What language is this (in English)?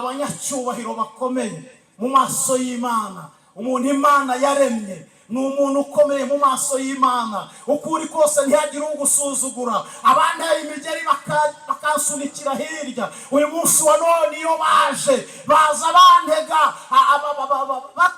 Kinyarwanda